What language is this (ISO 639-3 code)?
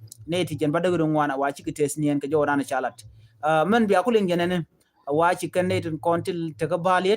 nus